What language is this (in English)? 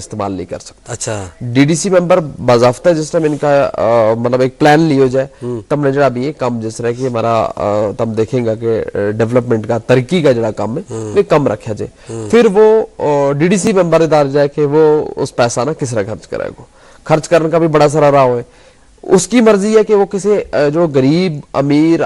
Gujari